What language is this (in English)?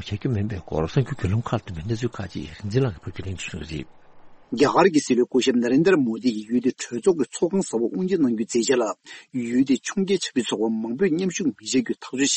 Tibetan